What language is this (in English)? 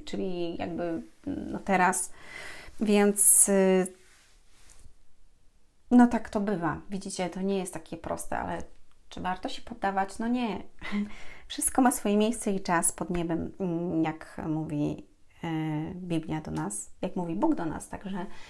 Polish